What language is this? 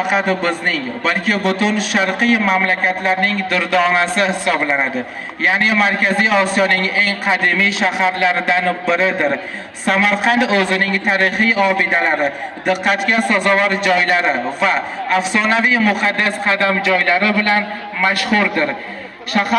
Uzbek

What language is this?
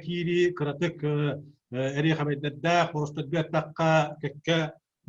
Yakut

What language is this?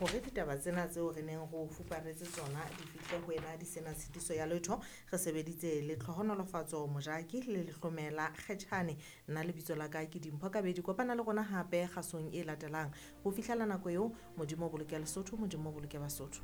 Southern Sotho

